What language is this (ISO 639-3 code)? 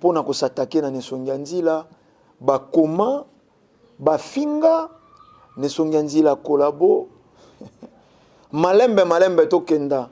lin